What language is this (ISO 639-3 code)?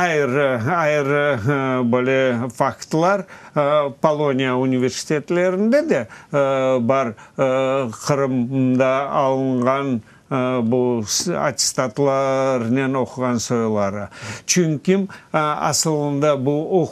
crh